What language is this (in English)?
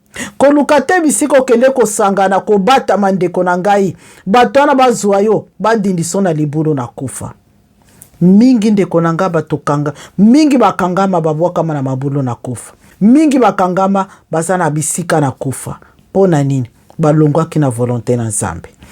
Lingala